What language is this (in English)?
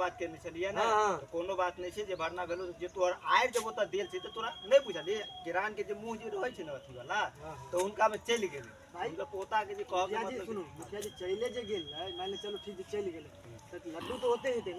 Maithili